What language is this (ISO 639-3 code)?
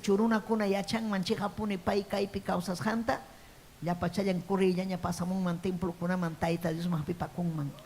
quy